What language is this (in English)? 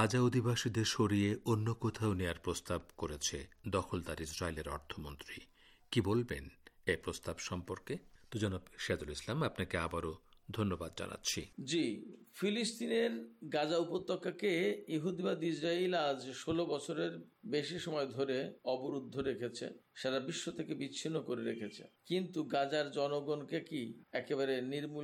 Bangla